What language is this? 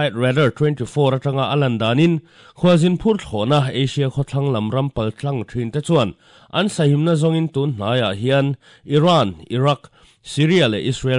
Mizo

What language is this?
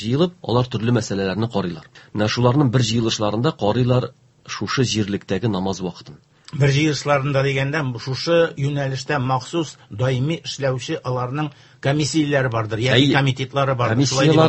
Tatar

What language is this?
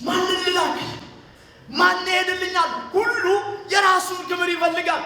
Amharic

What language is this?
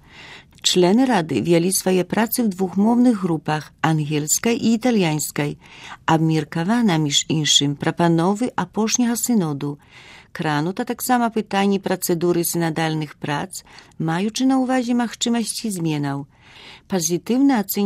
Belarusian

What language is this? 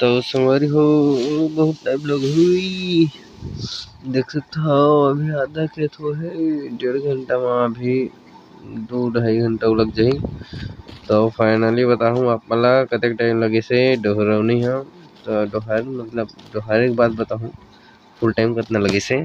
Chhattisgarhi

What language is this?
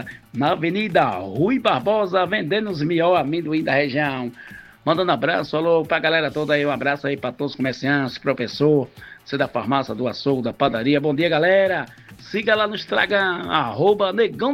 Portuguese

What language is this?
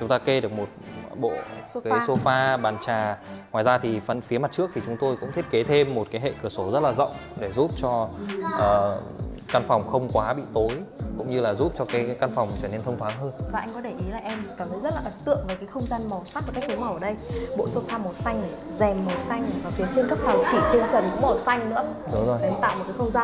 Vietnamese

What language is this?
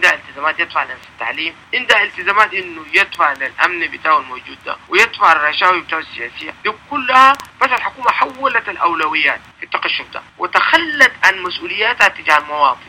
Sudanese Arabic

